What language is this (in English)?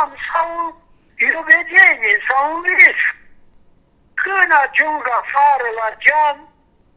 Romanian